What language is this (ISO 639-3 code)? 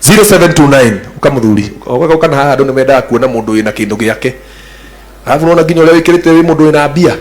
kik